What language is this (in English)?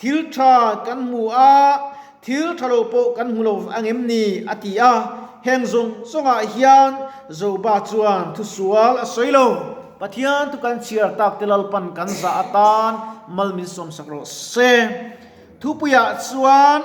Mizo